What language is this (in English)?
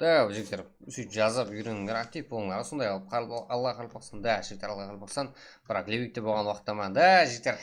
Kara-Kalpak